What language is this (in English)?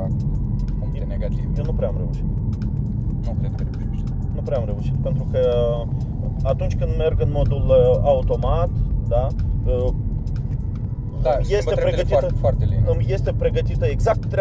Romanian